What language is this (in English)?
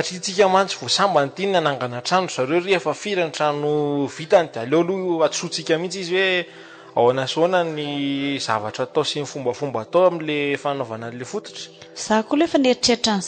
Malagasy